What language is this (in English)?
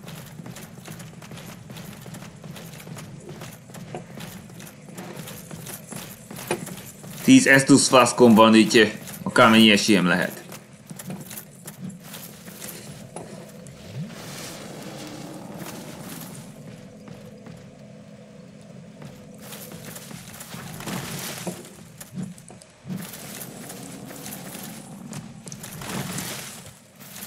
Hungarian